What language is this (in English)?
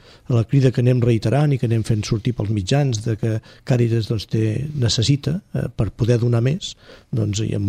Catalan